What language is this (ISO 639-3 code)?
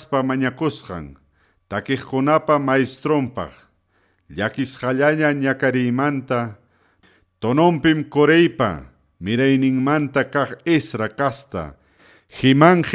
quy